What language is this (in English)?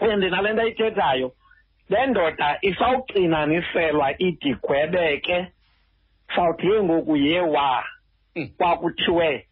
Xhosa